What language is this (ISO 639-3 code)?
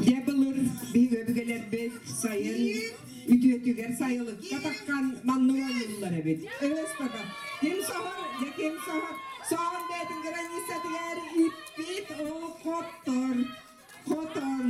sah